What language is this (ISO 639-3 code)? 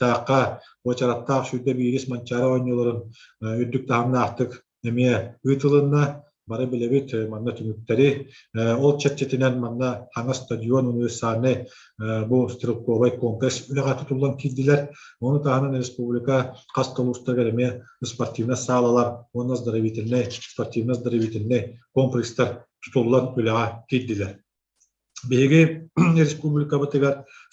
sah